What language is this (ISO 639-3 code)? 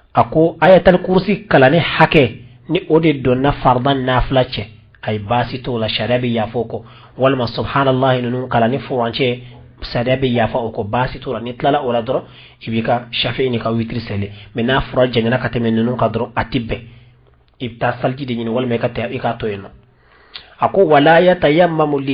bam